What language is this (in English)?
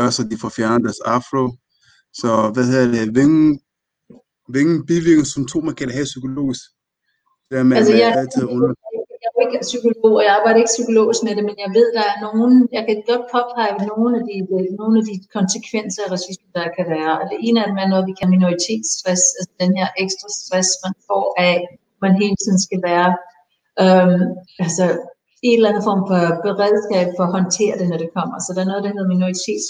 Danish